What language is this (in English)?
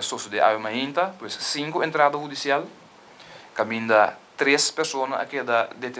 Papiamento